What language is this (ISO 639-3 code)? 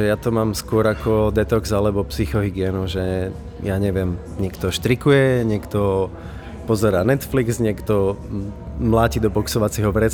slk